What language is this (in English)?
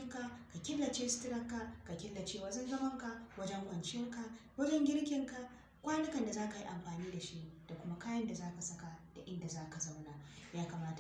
Hausa